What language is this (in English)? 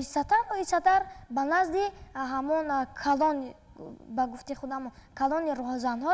Tajik